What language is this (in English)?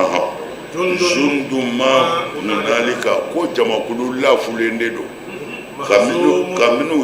Bambara